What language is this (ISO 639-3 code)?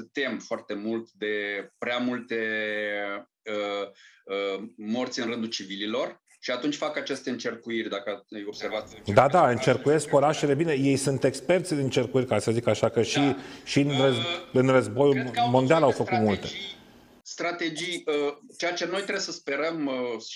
ron